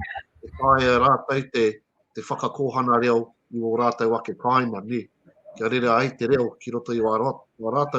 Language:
Māori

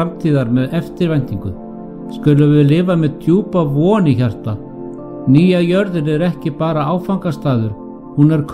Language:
Icelandic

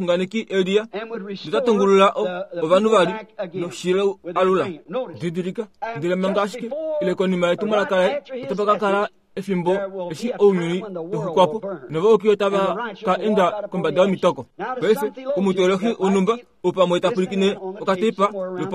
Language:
Kuanyama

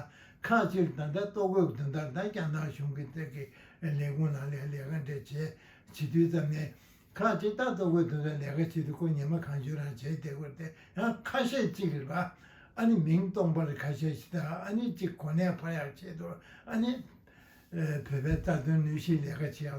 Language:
Tibetan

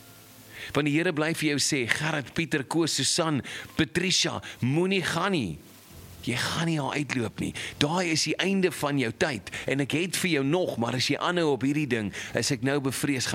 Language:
Afrikaans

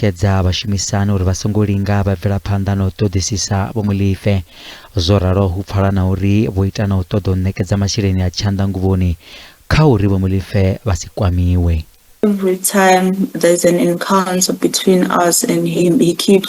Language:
Venda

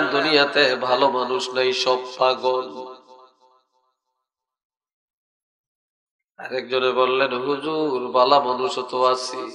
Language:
Bangla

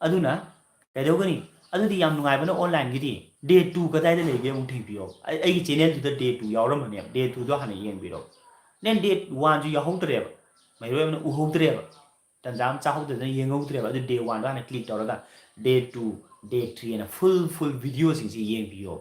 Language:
Manipuri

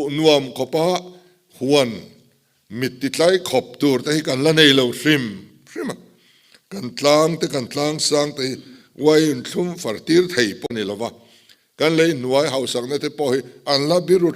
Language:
Mizo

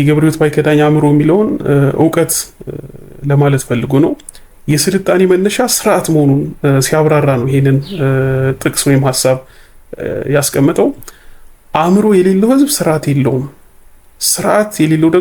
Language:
Amharic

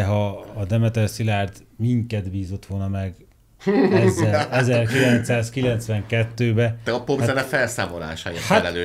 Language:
Hungarian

